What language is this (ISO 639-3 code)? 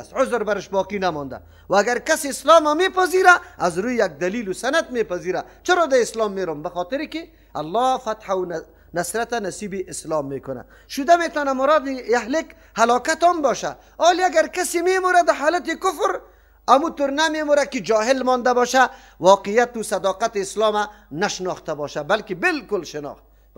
fas